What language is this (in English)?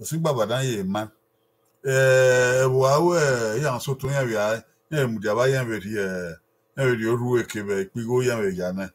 Bini